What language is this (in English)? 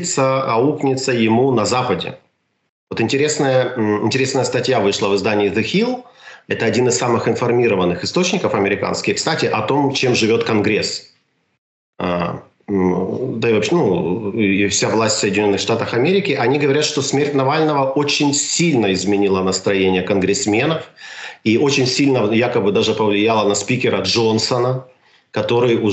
Russian